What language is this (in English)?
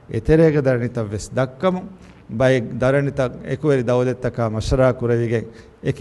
Divehi